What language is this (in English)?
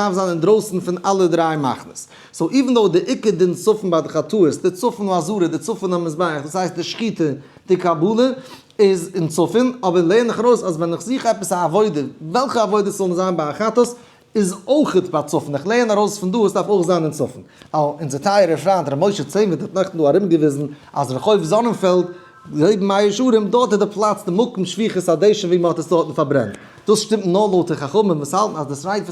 Yiddish